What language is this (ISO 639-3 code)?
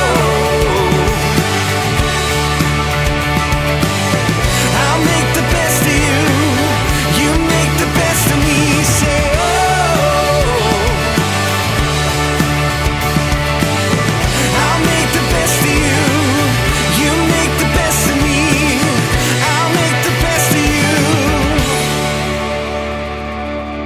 eng